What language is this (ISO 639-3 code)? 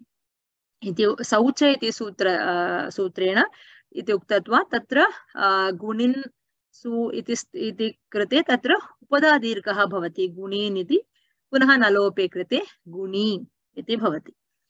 san